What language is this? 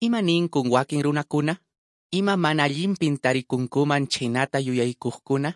Quechua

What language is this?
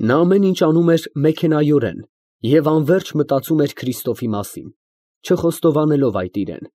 Armenian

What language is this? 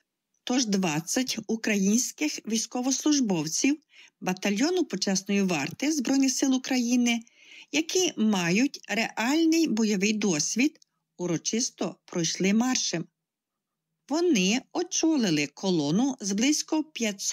Ukrainian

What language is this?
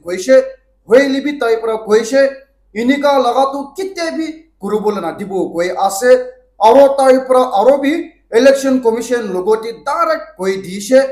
Naga Pidgin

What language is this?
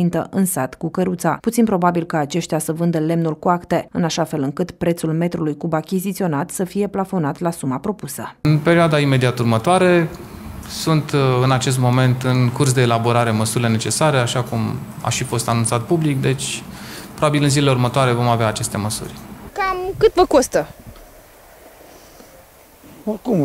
Romanian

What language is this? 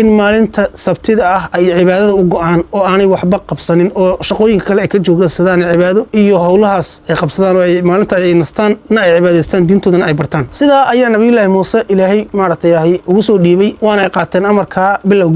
Somali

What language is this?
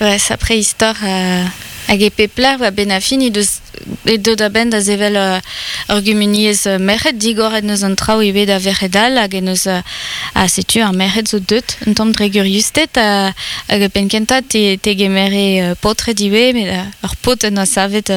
Breton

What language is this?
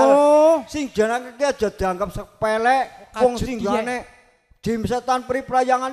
Javanese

